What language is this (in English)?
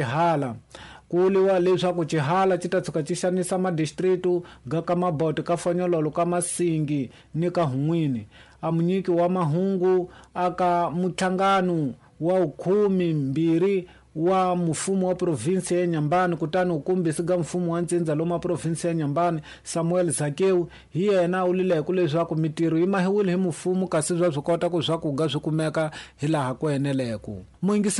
Tsonga